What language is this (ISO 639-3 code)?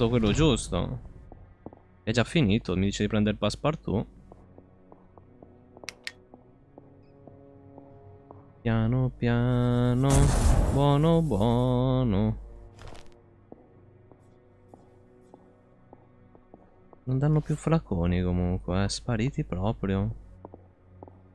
ita